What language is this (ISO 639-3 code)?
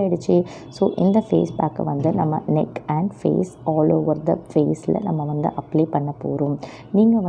tam